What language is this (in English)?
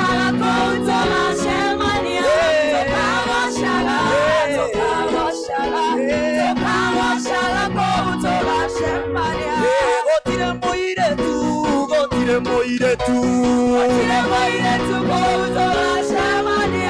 Kikuyu